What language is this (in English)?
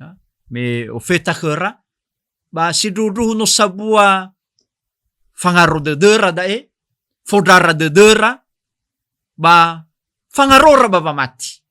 Nias